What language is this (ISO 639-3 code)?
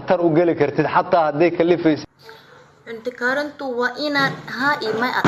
som